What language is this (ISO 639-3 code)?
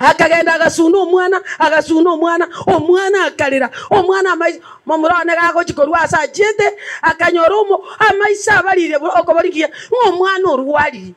guz